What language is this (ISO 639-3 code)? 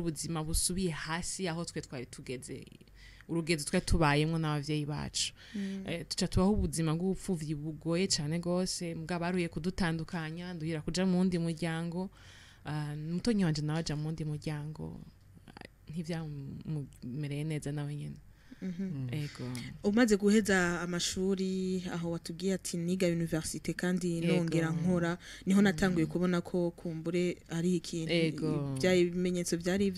run